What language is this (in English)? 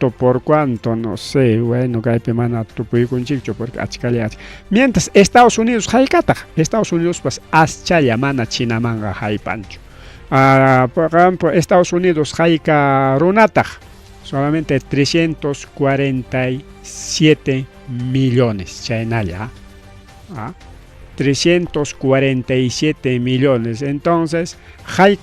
Ayacucho Quechua